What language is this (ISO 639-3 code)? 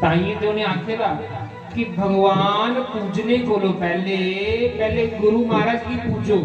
doi